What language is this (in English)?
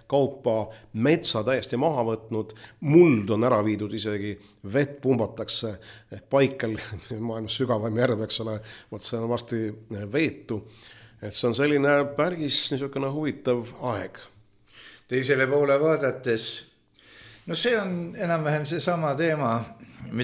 Estonian